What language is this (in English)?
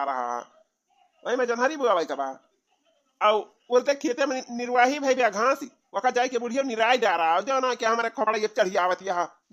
Awadhi